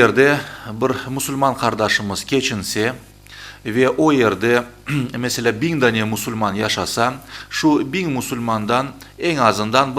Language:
Crimean Tatar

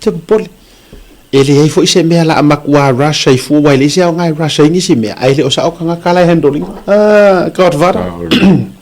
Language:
Samoan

